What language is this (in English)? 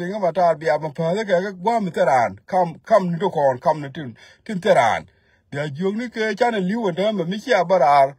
Nuer